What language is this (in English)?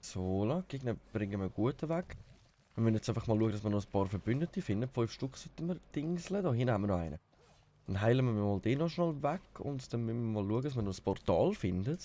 Swiss German